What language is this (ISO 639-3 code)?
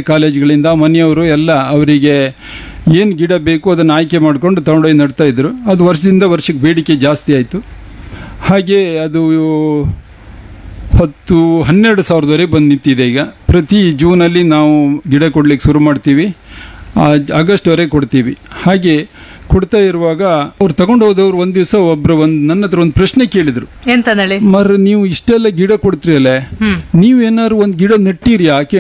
kan